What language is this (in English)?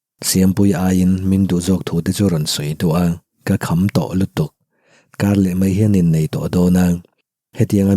Mizo